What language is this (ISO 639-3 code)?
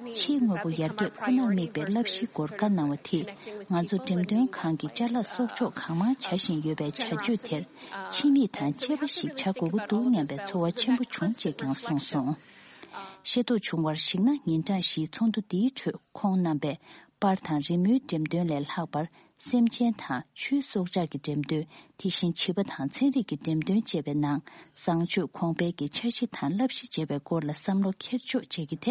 bod